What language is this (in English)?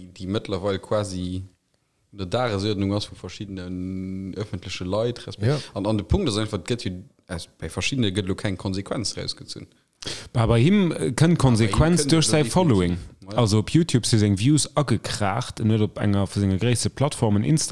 Luxembourgish